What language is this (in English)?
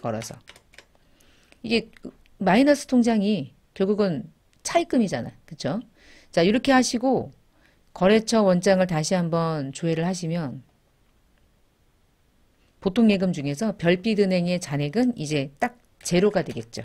Korean